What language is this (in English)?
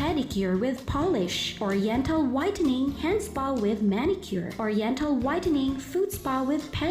Bikol